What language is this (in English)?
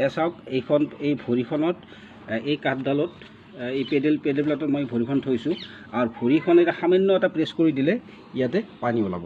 Assamese